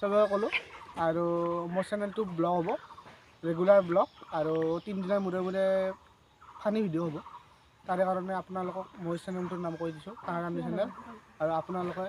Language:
Assamese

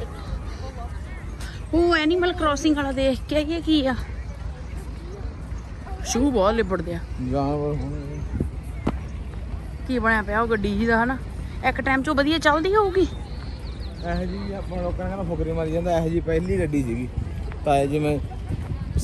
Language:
Punjabi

